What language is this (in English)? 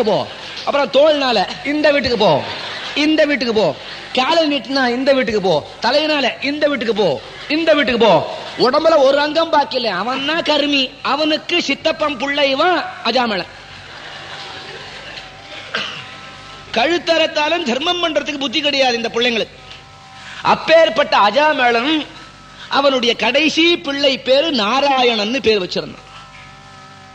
Tamil